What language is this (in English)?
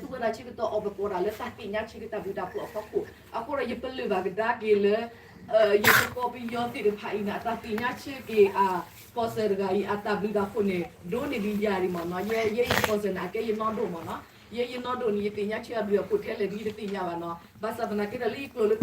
S'gaw Karen